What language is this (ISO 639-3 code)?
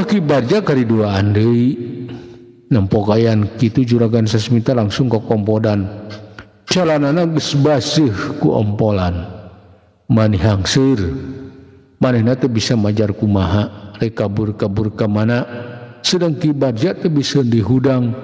sun